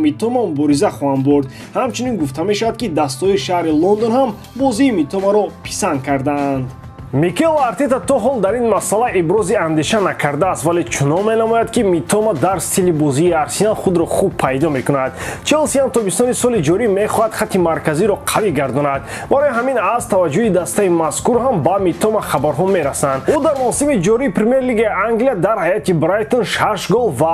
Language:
Tajik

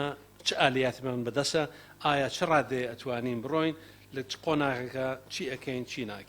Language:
Central Kurdish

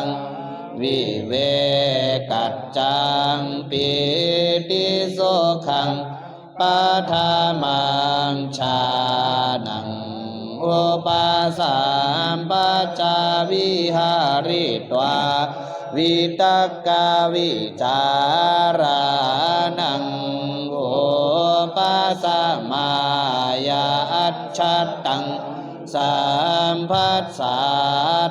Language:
Pali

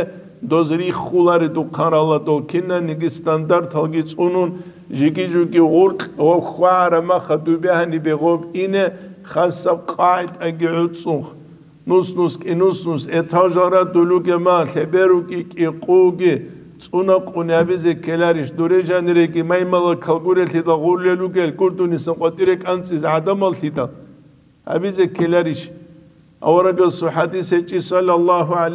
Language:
Avaric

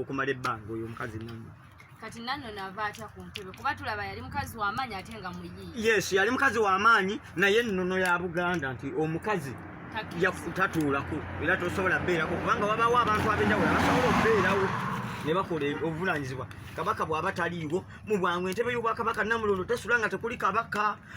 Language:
Ganda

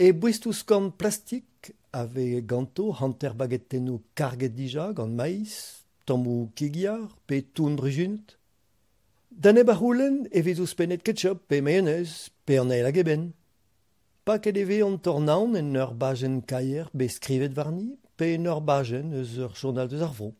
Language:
Breton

